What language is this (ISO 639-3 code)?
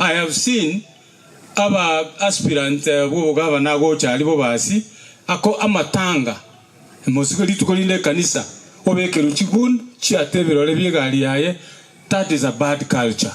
guz